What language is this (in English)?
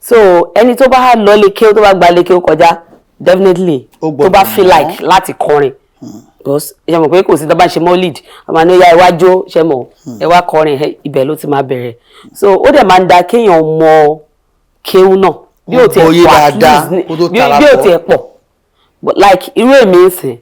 Yoruba